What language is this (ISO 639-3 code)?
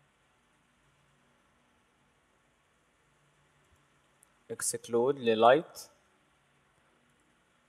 arz